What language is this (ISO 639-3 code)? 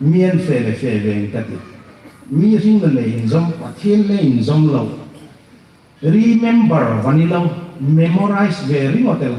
hmr